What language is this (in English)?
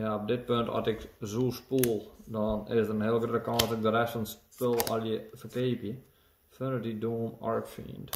Western Frisian